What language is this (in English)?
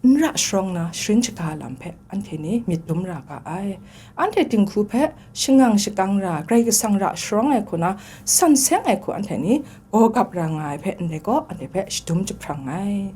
Kachin